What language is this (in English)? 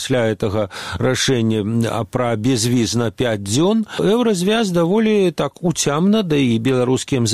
Belarusian